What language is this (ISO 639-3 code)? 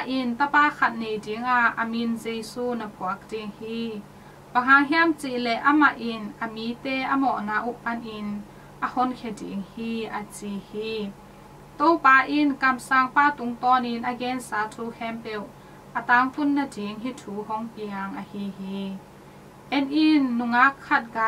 ctd